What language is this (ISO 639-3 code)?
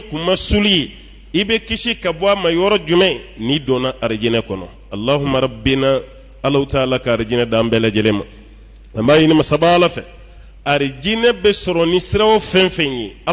bam